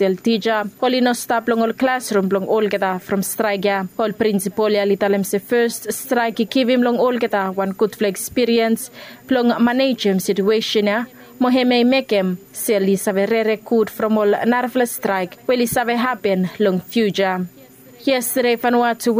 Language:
Bislama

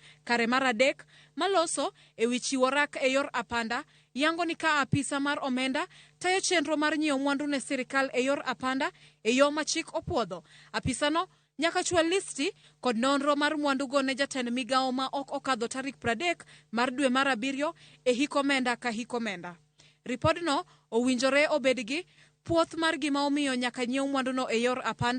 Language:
Luo (Kenya and Tanzania)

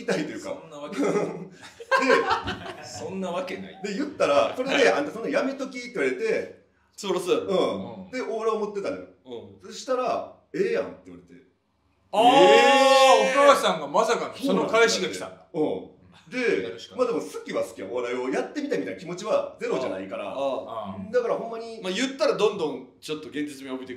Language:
Japanese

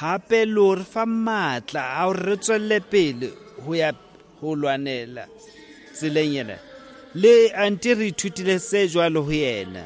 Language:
Southern Sotho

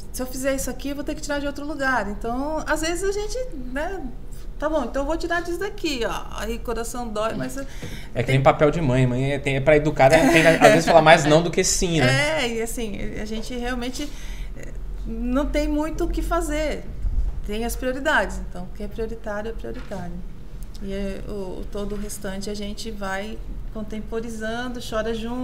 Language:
Portuguese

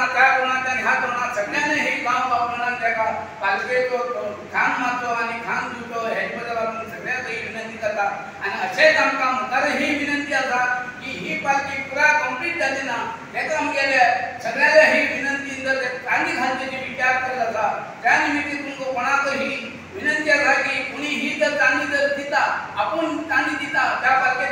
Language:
Konkani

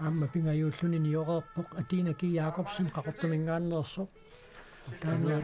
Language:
Kalaallisut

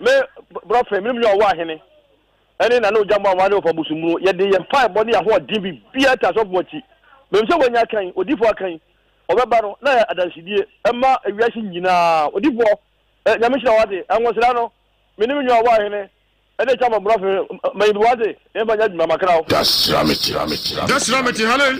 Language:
Akan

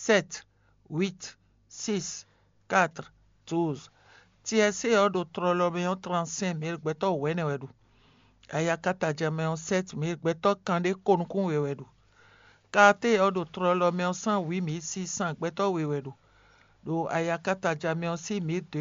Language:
Fon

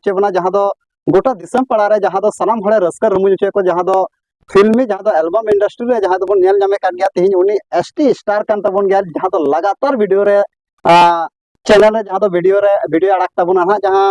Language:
Santali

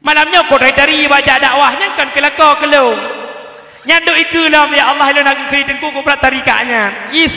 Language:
Achinese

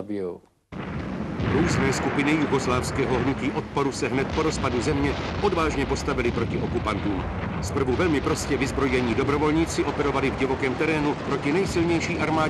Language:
Czech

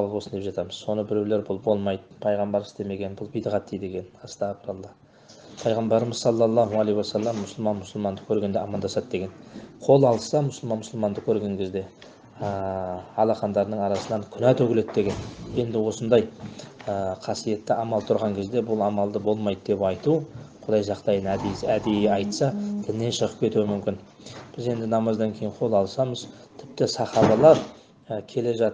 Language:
Kazakh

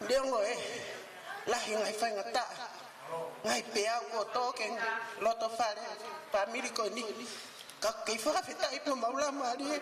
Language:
Tongan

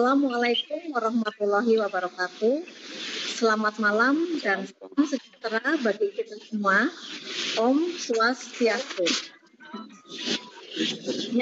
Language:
Indonesian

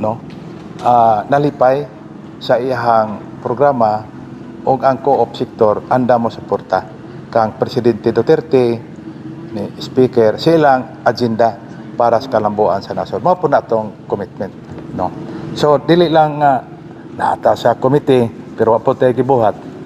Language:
Cebuano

